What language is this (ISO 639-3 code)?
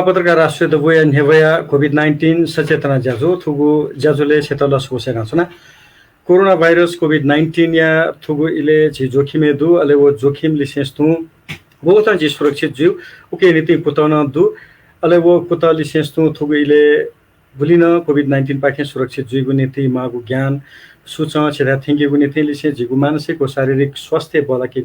new